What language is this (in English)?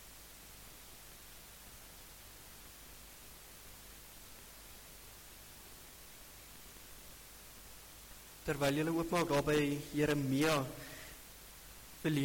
Afrikaans